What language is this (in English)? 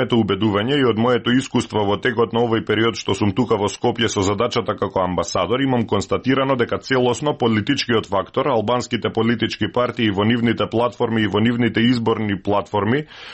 Macedonian